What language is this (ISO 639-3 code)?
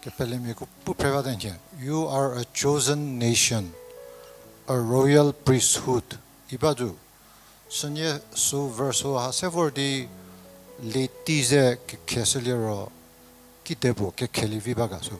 njm